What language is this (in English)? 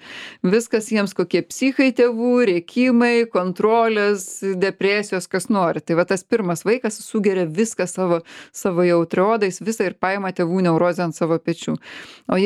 Lithuanian